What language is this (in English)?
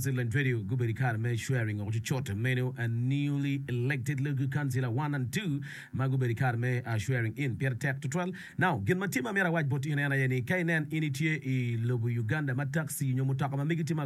Acoli